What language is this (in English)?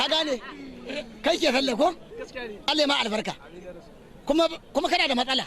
Hausa